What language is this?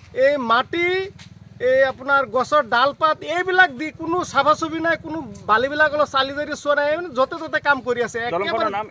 Assamese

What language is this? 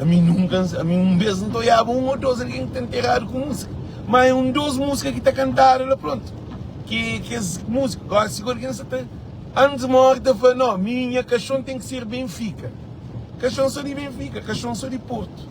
Kabuverdianu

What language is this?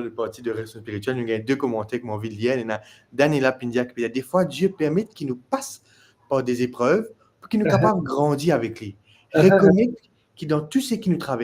Morisyen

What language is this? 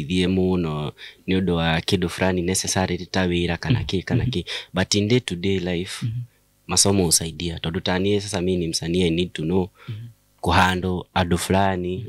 Kikuyu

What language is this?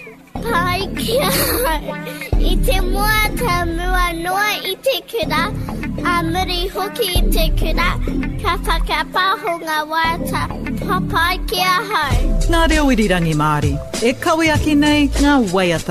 Māori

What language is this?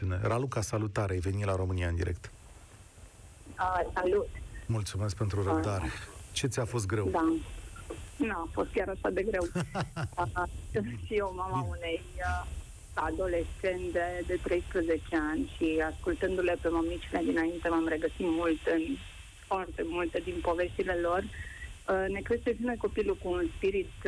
Romanian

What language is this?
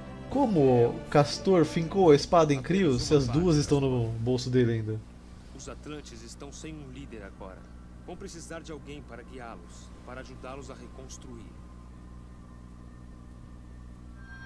Portuguese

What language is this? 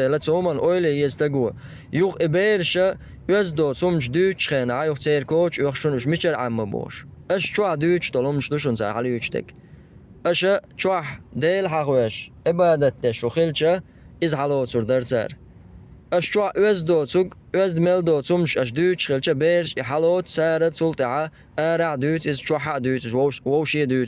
Chechen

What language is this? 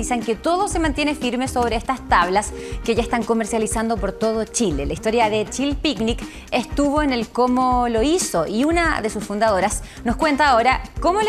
Spanish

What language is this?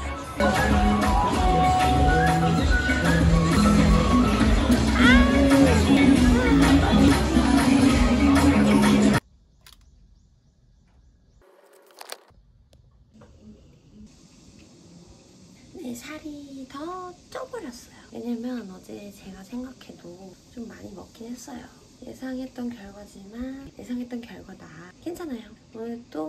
Korean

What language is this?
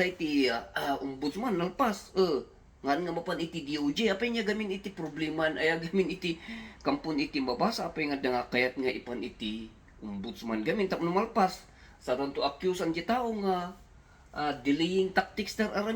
Iloko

